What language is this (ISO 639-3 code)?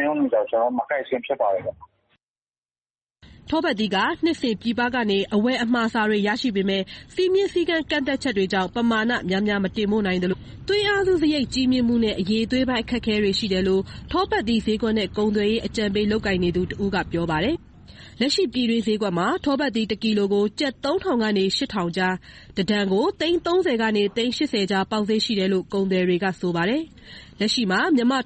mya